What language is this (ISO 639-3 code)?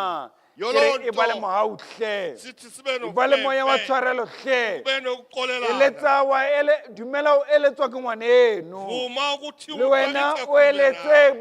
sot